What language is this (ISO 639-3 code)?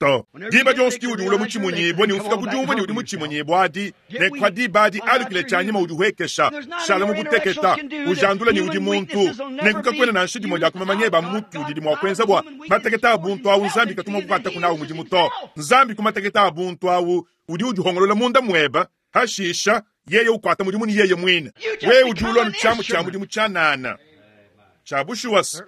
lua